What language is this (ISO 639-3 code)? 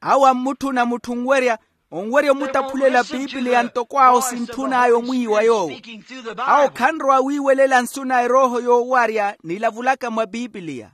vmw